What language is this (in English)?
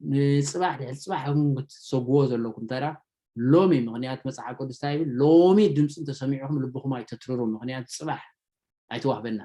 Tigrinya